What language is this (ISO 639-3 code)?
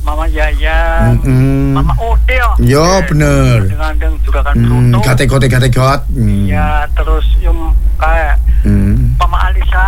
ind